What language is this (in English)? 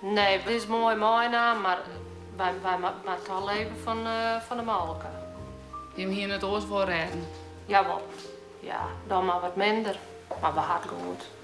Western Frisian